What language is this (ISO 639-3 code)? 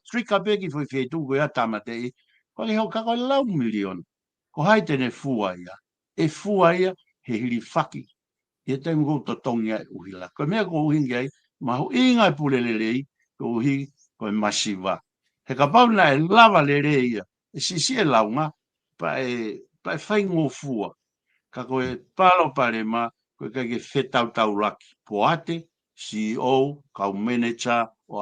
ton